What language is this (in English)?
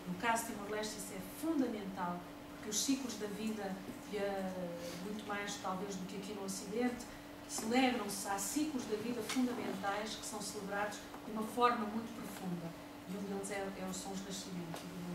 Portuguese